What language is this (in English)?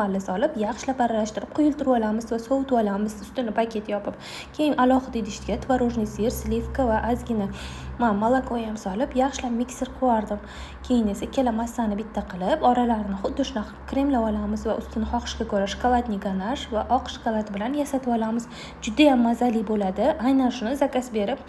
Uzbek